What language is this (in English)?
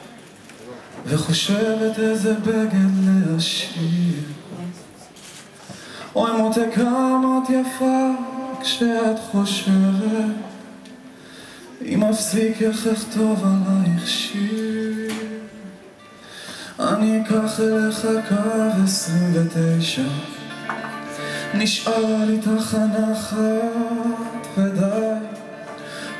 Hebrew